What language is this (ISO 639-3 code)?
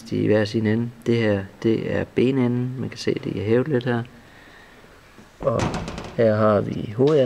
dan